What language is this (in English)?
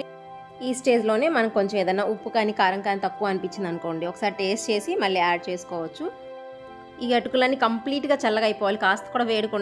Telugu